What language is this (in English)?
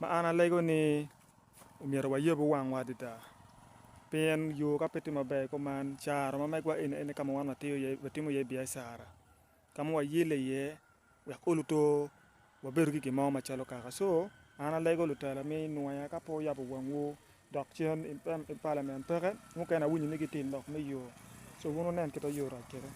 Acoli